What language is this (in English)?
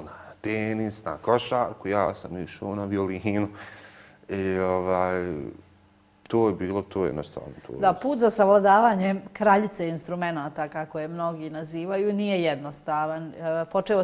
Bosnian